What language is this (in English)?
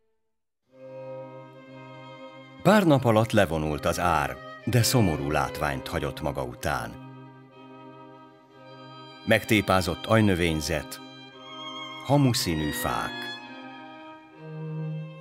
Hungarian